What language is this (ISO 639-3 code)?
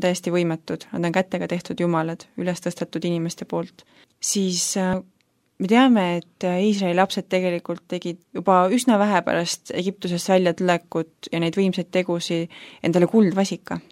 est